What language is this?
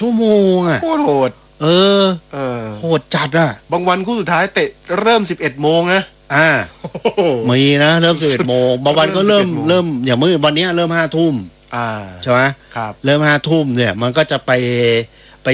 Thai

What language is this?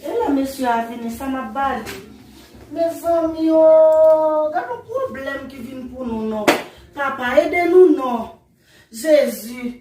Haitian Creole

